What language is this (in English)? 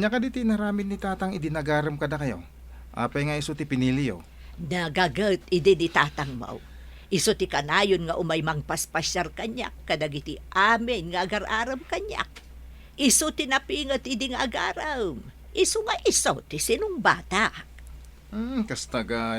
Iloko